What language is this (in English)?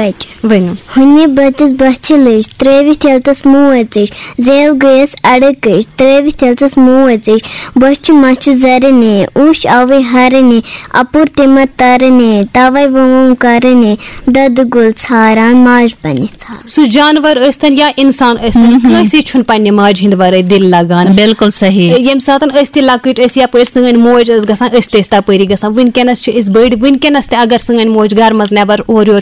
Kashmiri